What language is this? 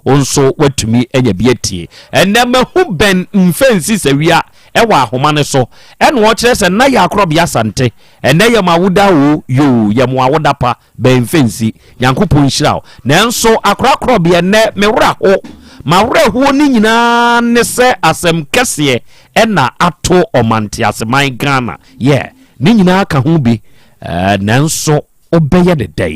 Akan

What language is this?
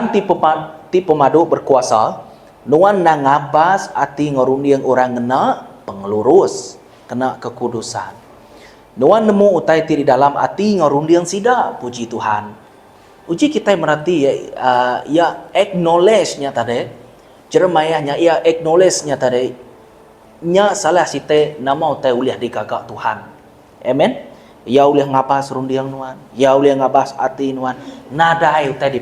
Iban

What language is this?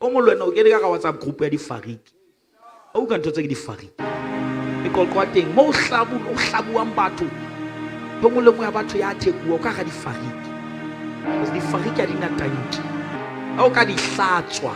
Southern Sotho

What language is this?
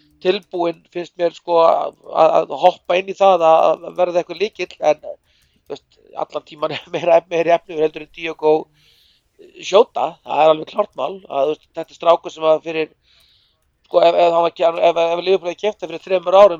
Icelandic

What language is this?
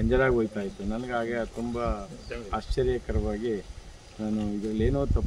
Kannada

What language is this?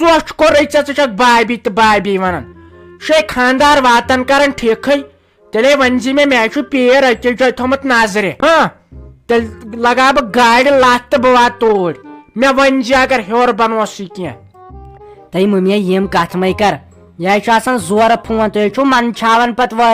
Kashmiri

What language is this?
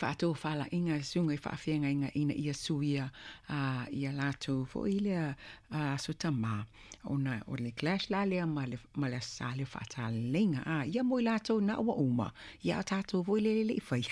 Samoan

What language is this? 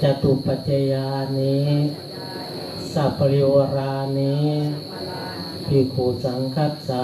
Pali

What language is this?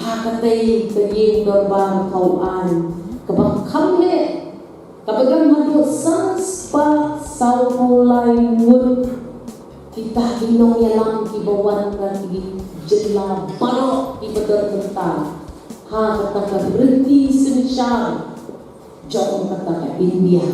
Khasi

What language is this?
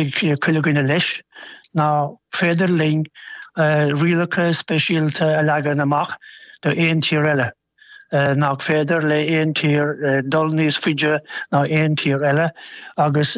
Irish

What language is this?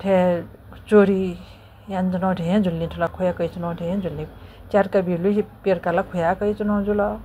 Newari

